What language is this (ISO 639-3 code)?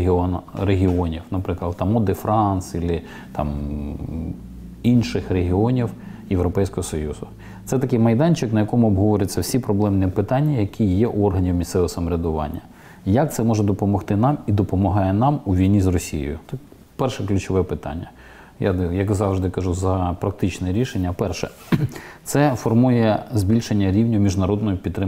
ukr